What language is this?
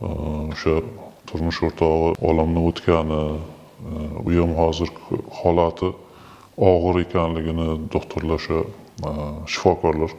Uzbek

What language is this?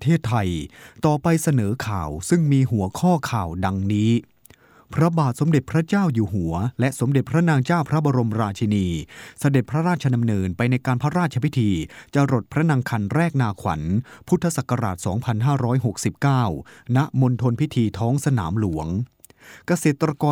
Thai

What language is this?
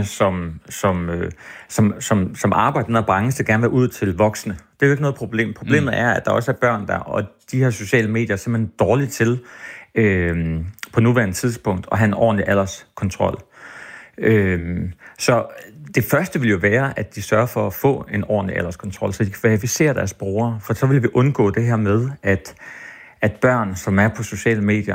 Danish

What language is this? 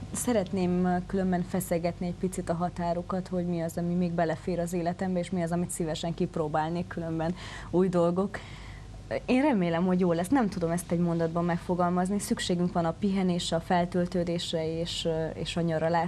Hungarian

